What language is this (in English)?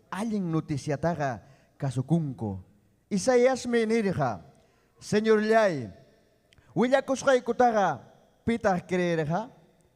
Ayacucho Quechua